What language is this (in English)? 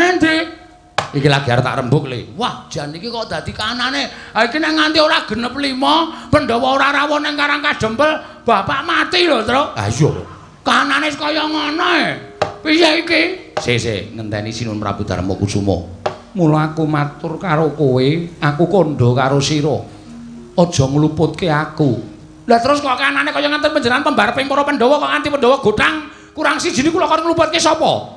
Javanese